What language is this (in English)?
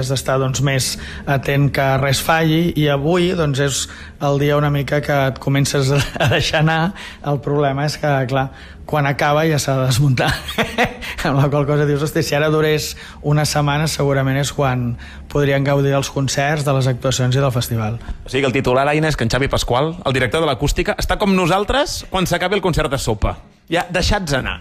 Catalan